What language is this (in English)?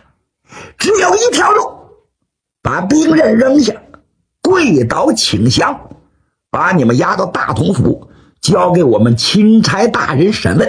Chinese